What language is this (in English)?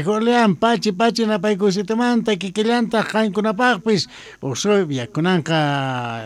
South Bolivian Quechua